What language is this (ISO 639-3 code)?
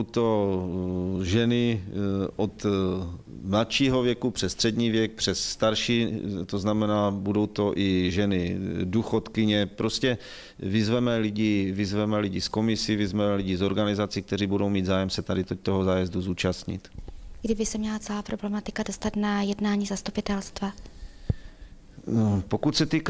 ces